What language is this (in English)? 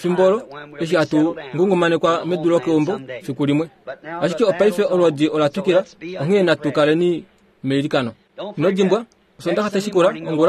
Kuanyama